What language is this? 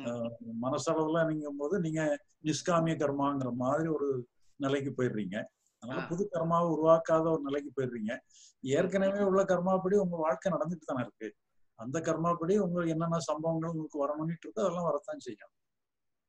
Tamil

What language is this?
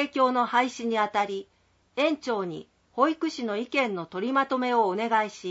Japanese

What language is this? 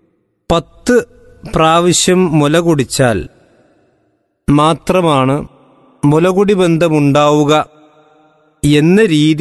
Malayalam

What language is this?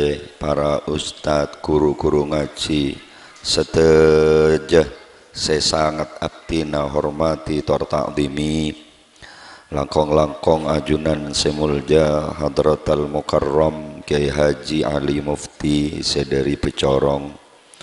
Madurese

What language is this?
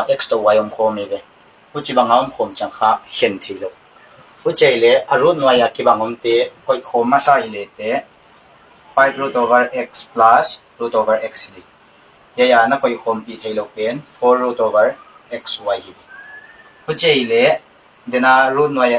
Paite Chin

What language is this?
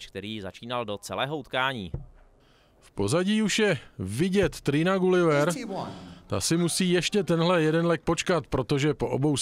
Czech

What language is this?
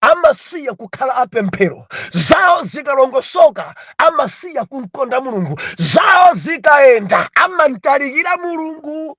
Nyanja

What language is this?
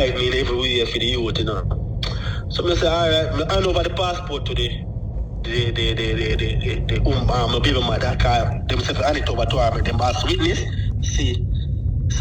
Jamaican Creole English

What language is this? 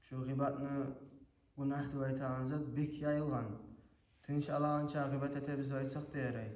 Kumyk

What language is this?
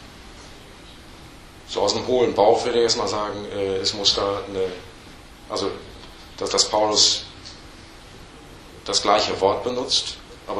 German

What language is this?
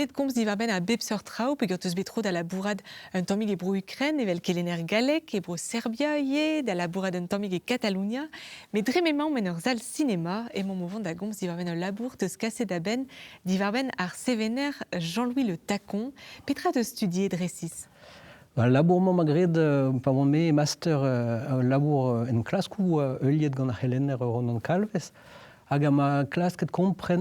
Breton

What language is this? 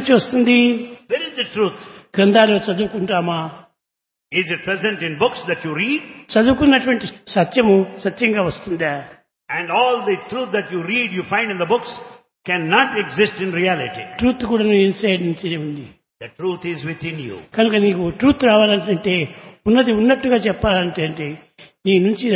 Telugu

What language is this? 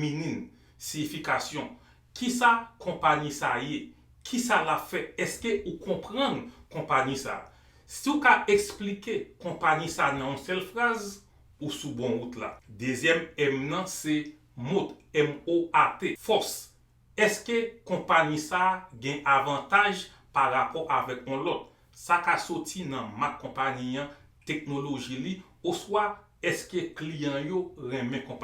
Haitian Creole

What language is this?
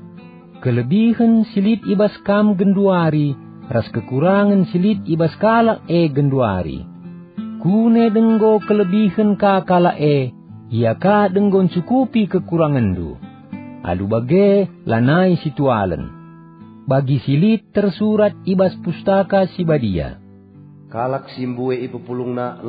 Batak Karo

